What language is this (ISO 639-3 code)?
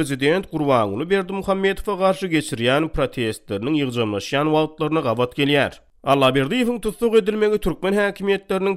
tuk